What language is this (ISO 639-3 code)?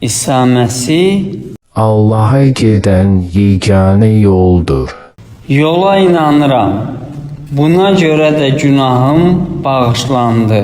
aze